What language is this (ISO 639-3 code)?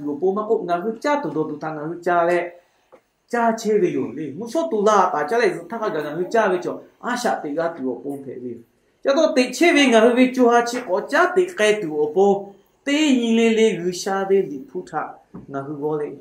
lhu